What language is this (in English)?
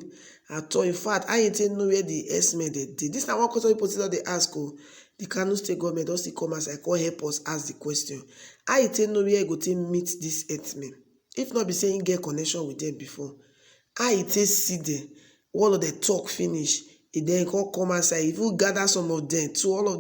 Nigerian Pidgin